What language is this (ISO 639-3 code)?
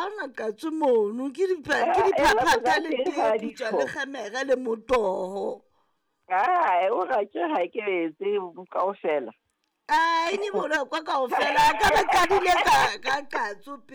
sot